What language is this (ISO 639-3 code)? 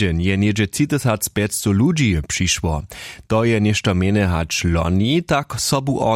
hsb